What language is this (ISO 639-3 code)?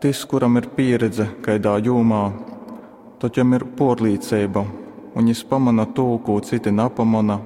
ltg